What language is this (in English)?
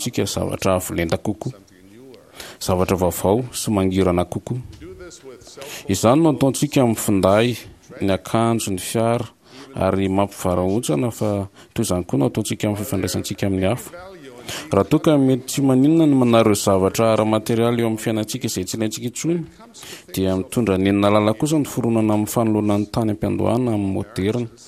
Malagasy